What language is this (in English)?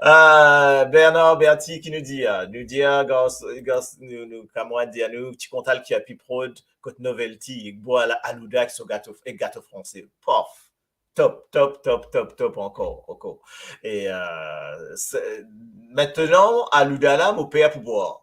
Morisyen